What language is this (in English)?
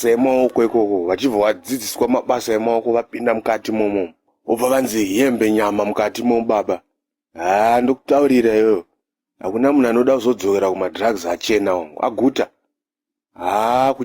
Shona